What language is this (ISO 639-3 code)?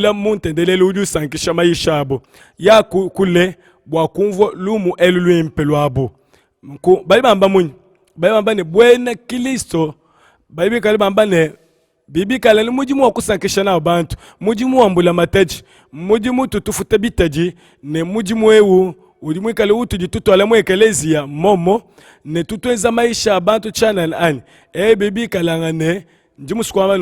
lua